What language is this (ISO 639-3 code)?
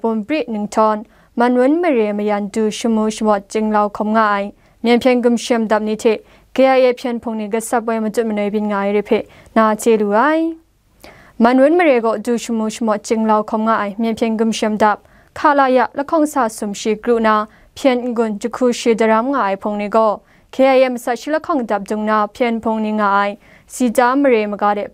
kac